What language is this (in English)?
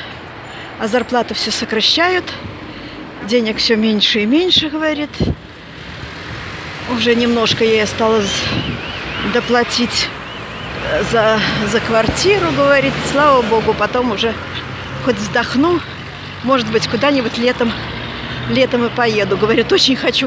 Russian